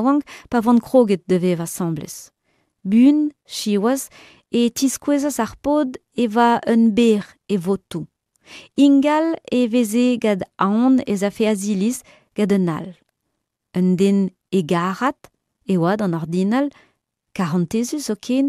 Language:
Breton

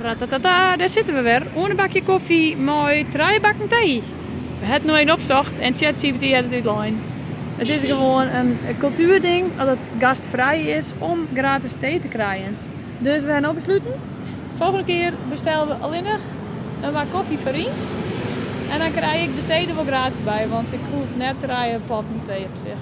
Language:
Western Frisian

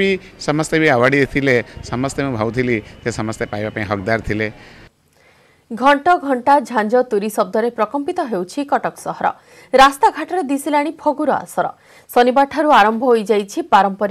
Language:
Odia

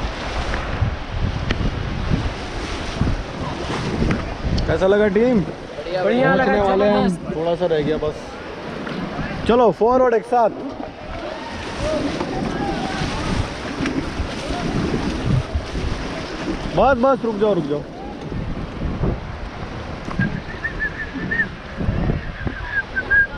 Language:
Hindi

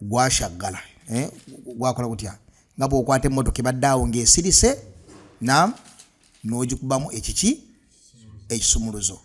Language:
Ganda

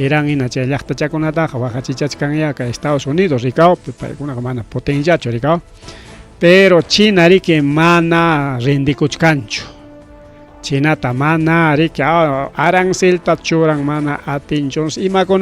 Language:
Ayacucho Quechua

